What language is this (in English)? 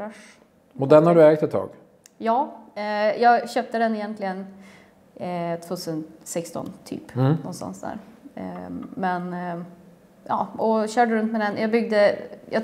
Swedish